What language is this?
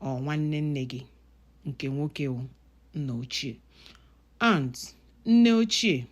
Igbo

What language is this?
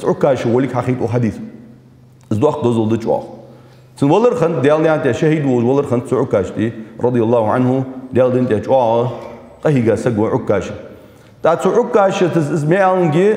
Ingush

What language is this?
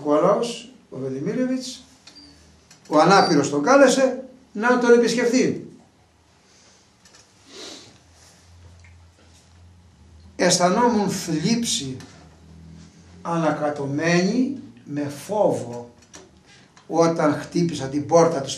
Greek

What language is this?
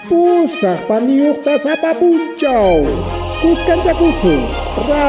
Ayacucho Quechua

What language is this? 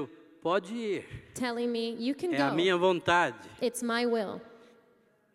Portuguese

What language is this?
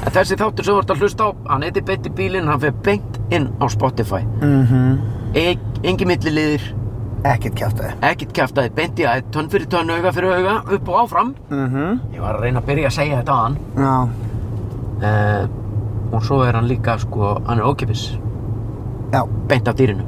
Icelandic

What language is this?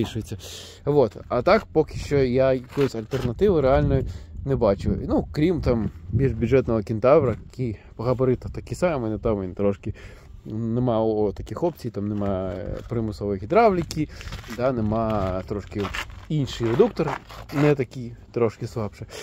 Ukrainian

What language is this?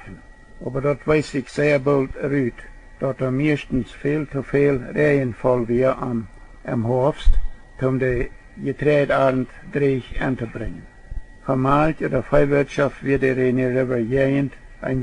Plautdietsch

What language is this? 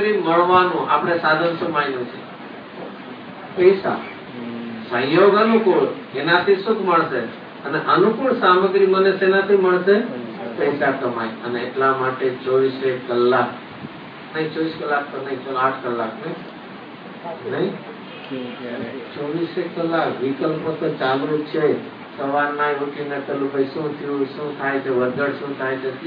Gujarati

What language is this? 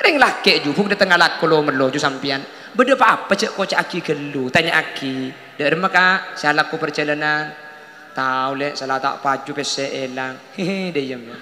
Madurese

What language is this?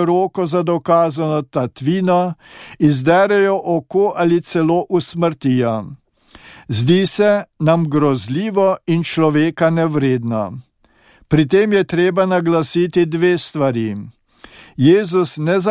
Slovenian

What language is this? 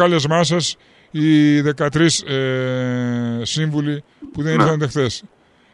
Greek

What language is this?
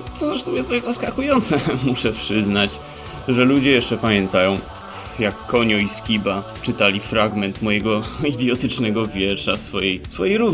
Polish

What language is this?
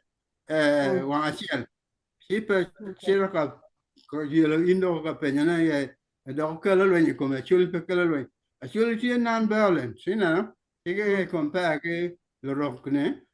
Acoli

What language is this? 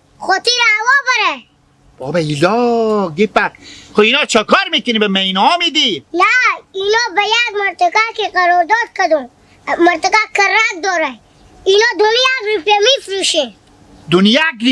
Hazaragi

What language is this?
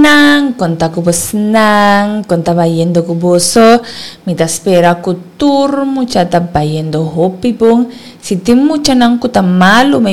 Papiamento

